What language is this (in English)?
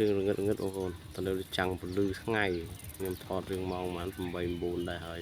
Khmer